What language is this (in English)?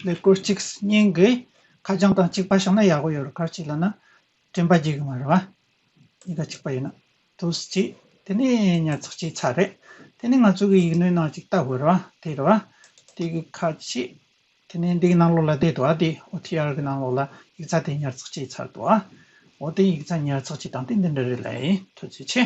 Tibetan